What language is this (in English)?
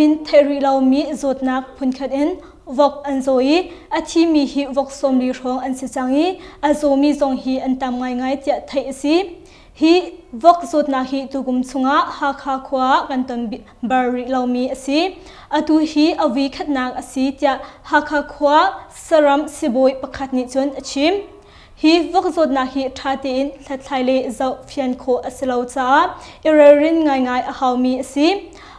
Hakha Chin